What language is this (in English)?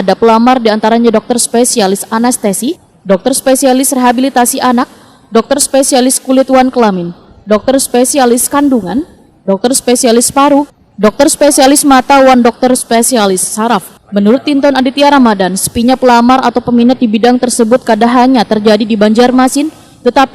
Banjar